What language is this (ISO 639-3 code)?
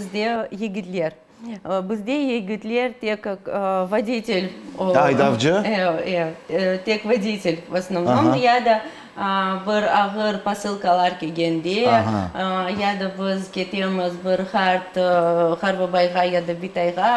crh